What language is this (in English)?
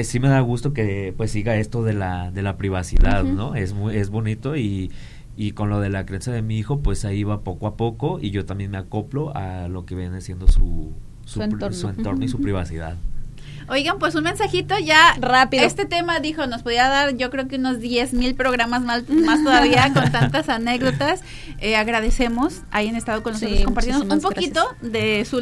Spanish